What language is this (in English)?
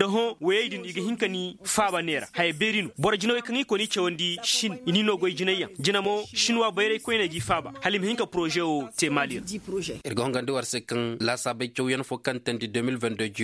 Zarma